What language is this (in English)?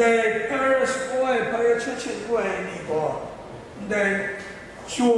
Kachin